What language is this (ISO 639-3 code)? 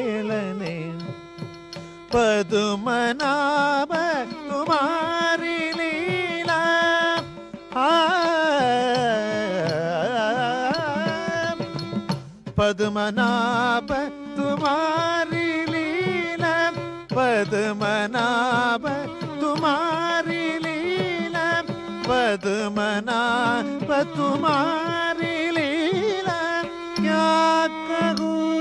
mal